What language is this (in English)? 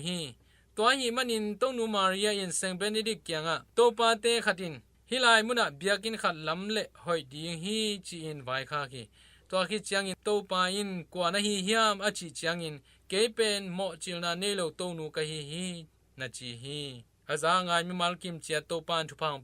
Tedim Chin